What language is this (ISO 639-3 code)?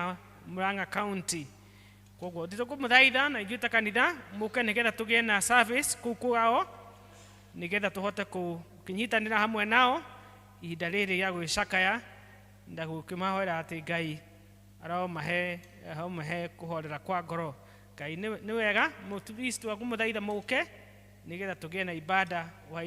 kik